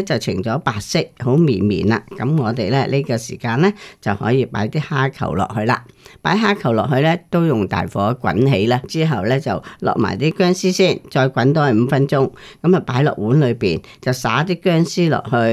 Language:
Cantonese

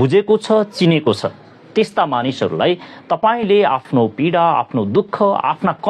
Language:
Nepali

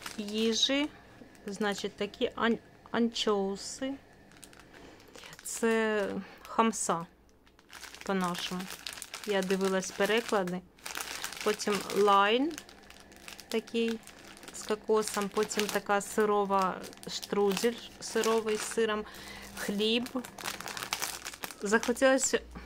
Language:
Ukrainian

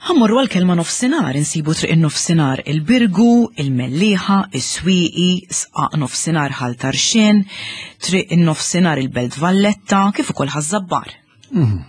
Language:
Maltese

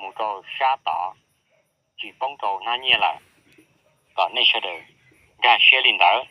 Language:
Hmong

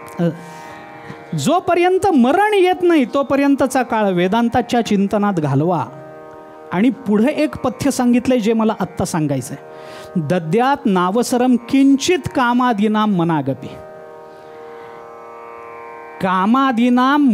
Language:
Marathi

